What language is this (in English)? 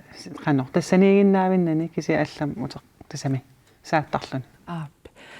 Kalaallisut